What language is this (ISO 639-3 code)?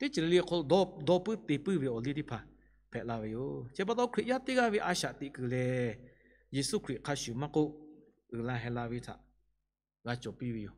lhu